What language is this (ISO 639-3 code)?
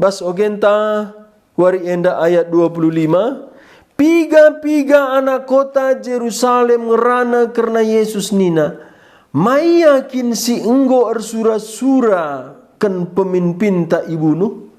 btx